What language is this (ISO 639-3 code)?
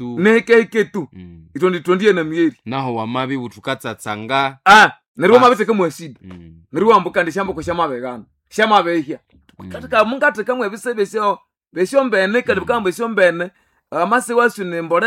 nnb